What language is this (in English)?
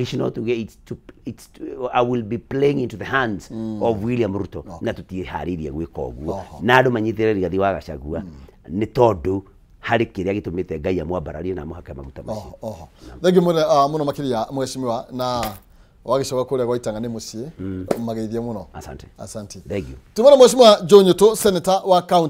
Kikuyu